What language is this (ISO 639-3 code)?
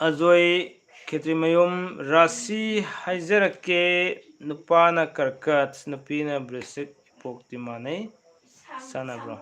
mni